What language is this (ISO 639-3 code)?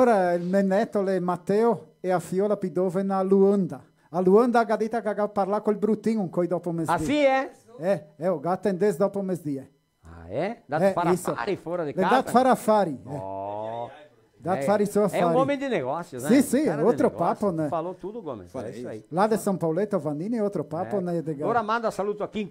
vec